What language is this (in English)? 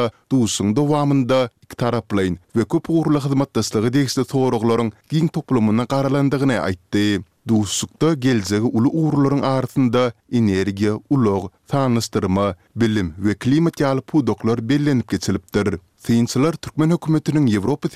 Turkmen